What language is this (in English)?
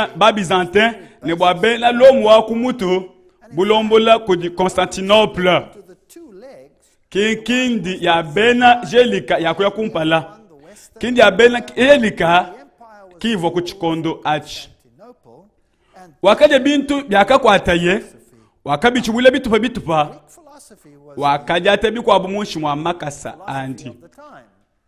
Luba-Lulua